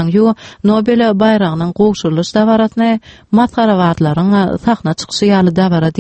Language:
Turkmen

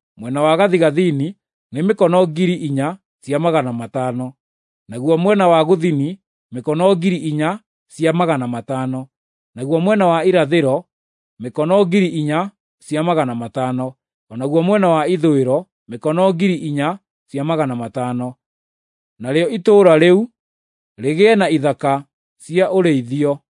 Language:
Kikuyu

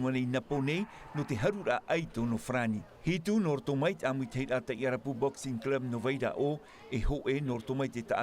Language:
Tahitian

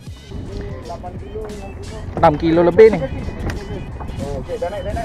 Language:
Malay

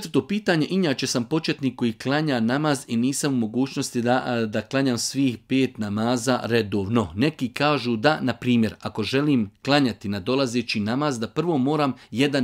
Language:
Bosnian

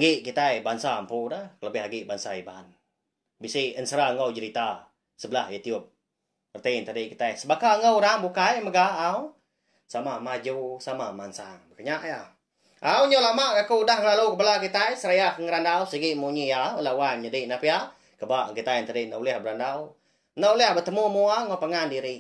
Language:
Iban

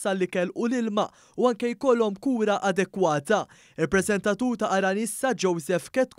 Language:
Maltese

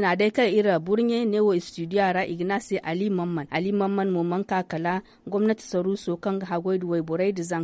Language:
Zarma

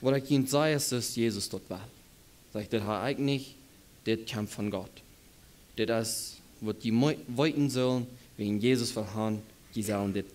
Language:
Plautdietsch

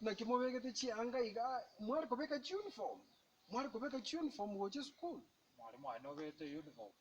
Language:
Gusii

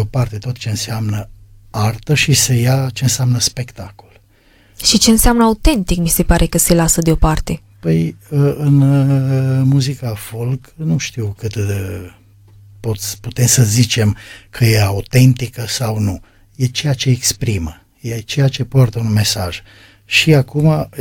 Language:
Romanian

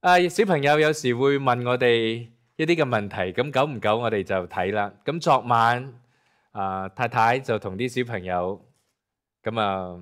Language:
Cantonese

